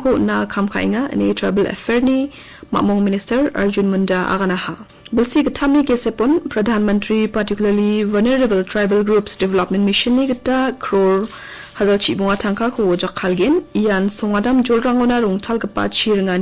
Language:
Garo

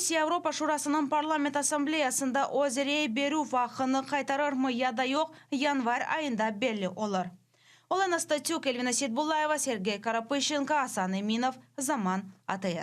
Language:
Crimean Tatar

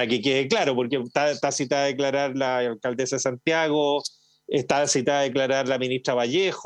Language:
Spanish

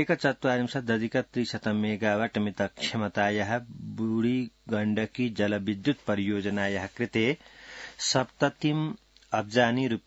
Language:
Sanskrit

